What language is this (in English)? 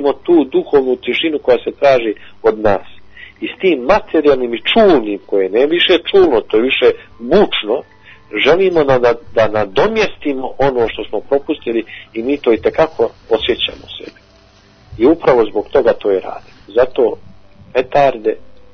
Bosnian